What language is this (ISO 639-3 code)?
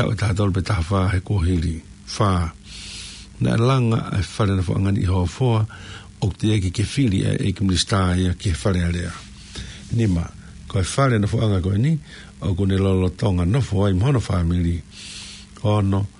ton